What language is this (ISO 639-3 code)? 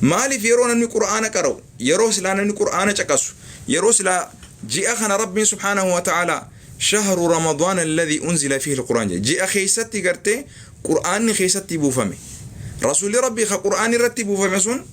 orm